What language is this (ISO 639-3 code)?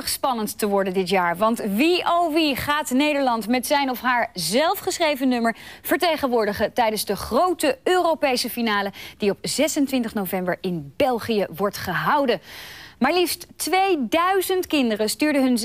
nld